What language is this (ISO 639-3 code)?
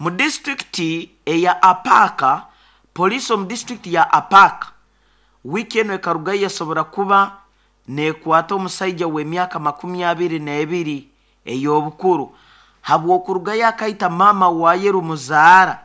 nyo